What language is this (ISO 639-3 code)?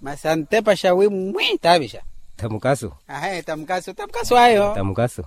vmw